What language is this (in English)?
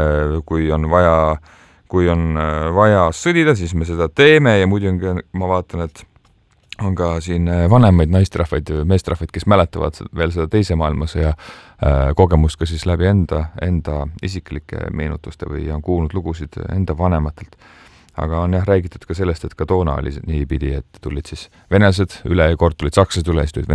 Estonian